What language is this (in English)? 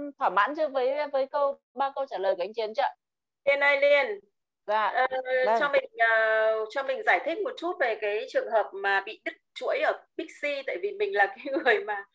Vietnamese